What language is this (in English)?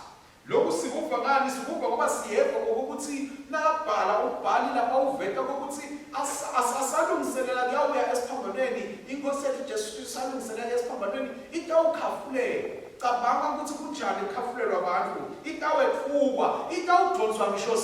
Swati